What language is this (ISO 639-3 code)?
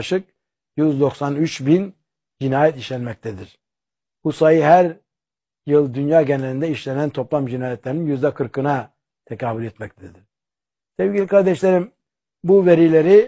tur